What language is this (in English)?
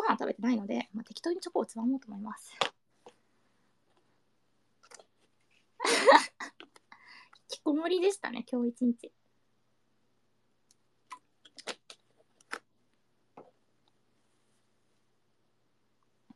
Japanese